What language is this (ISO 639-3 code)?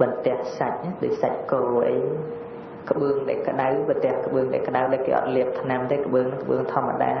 khm